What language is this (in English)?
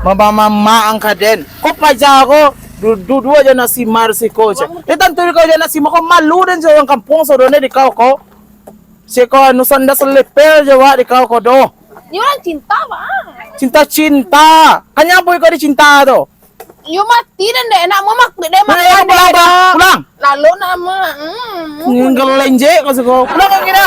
Minangkabau